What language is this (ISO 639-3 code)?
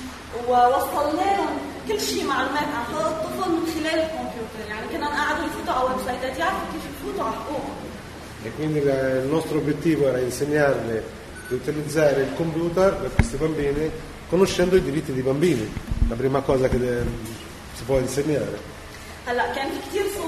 ita